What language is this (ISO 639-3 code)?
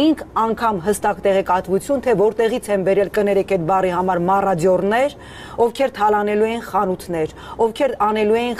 hye